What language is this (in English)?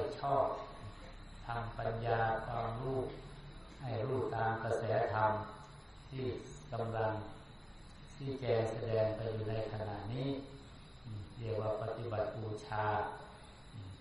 Thai